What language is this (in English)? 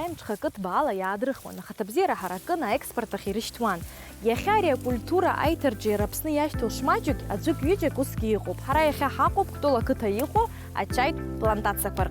Abkhazian